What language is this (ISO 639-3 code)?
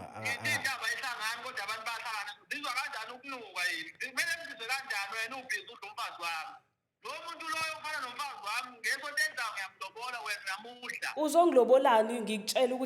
zul